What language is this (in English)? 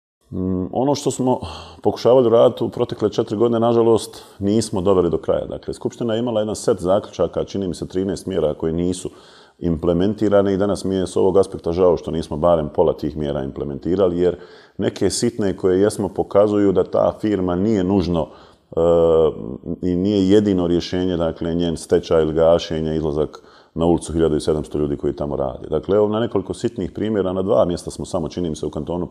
Bosnian